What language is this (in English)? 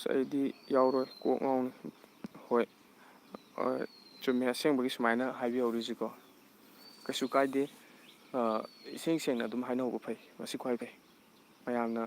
Manipuri